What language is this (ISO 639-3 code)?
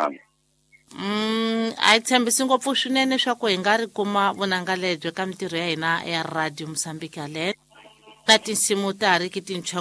tso